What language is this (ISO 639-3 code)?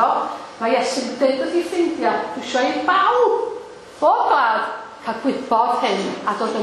cym